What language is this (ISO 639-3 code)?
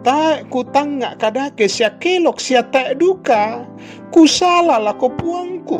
sda